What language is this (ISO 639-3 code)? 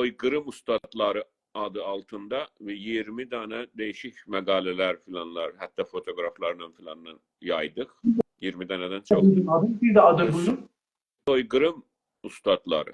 azb